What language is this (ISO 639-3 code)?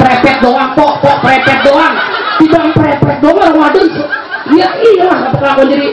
bew